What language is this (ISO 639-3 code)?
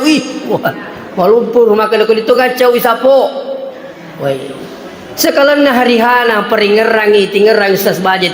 bug